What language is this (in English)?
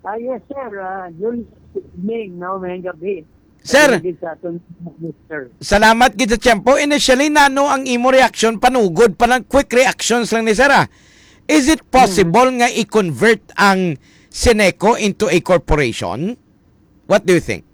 Hiligaynon